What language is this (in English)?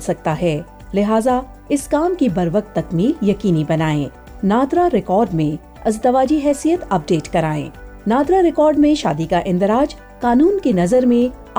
Urdu